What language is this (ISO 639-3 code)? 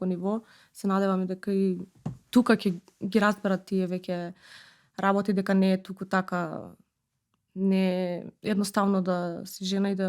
mkd